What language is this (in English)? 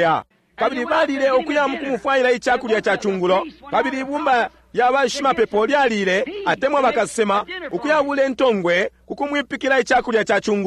Bemba